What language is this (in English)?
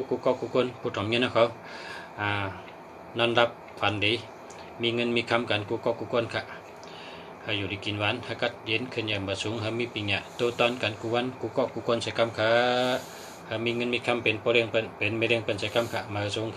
Shan